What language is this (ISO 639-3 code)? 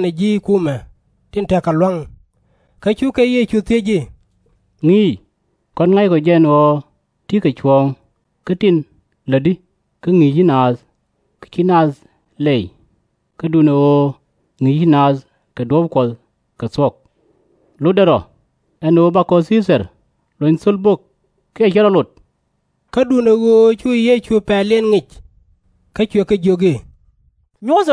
nus